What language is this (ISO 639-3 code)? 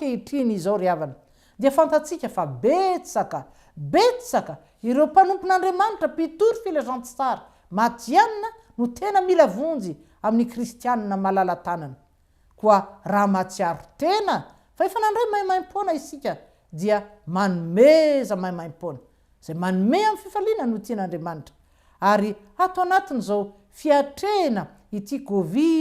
mlg